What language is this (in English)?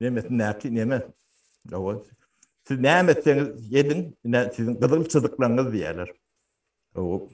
Turkmen